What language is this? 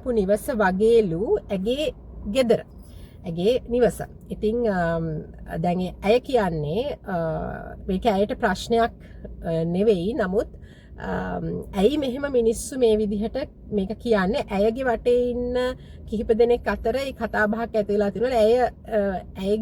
Sinhala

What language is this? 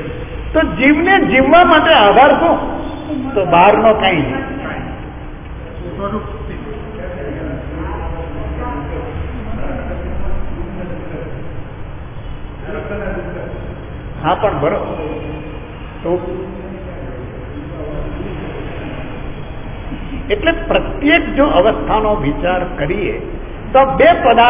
Gujarati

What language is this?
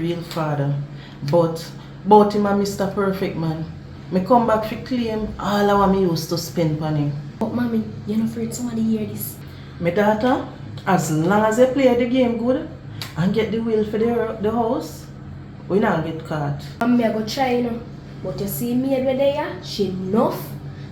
Jamaican Creole English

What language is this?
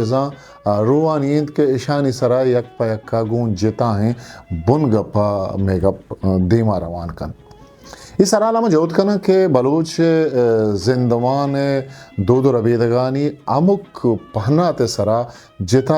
Eastern Balochi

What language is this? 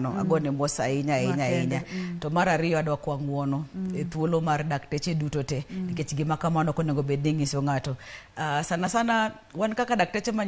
Luo (Kenya and Tanzania)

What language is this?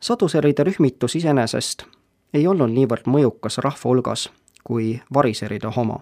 Estonian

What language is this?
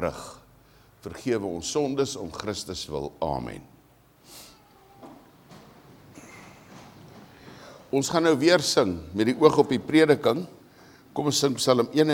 Afrikaans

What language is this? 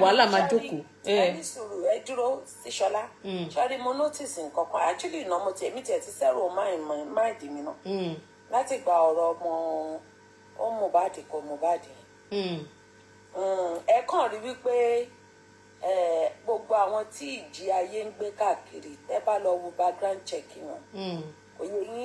Yoruba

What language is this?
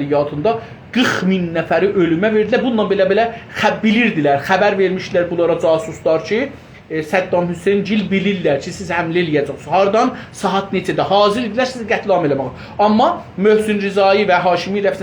South Azerbaijani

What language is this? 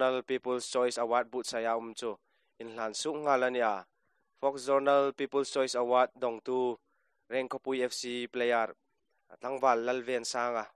Hmar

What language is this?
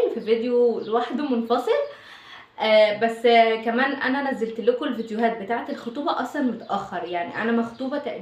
Egyptian Arabic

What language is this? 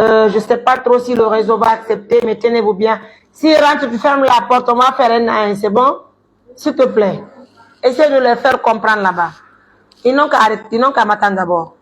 Pular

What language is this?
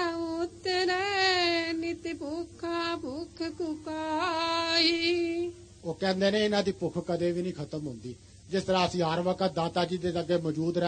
Punjabi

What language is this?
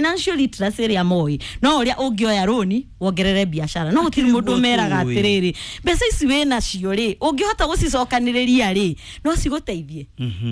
Kikuyu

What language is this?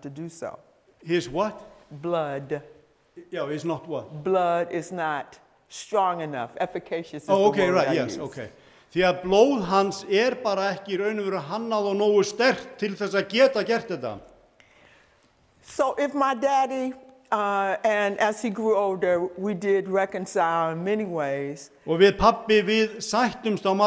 Icelandic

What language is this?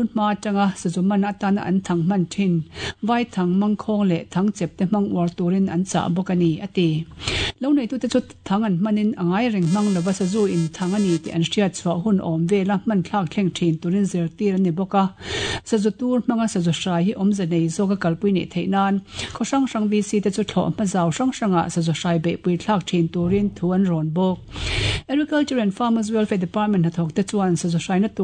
Mizo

